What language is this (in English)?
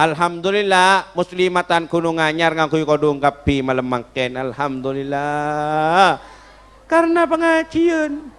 Madurese